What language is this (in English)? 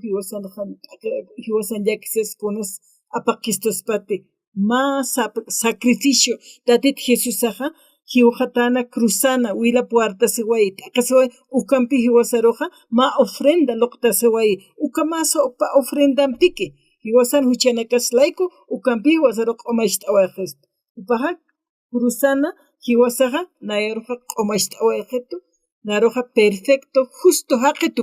Aymara